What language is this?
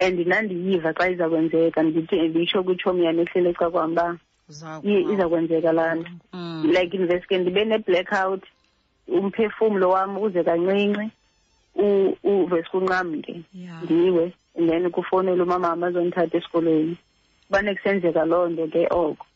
Xhosa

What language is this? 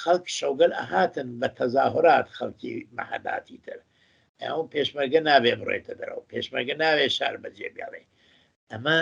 Central Kurdish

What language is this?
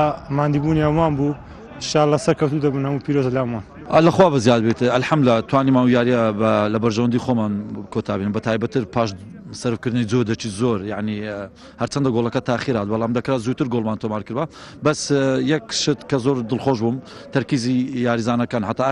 Central Kurdish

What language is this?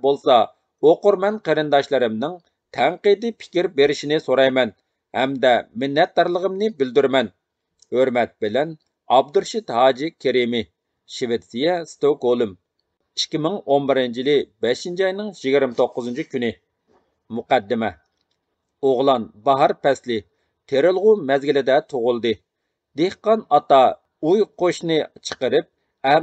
Uyghur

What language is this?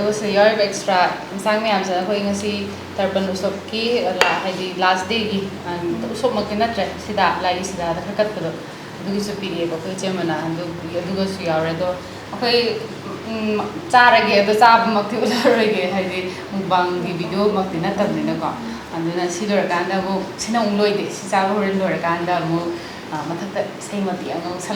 Manipuri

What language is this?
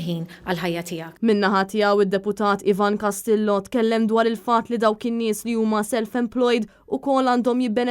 Maltese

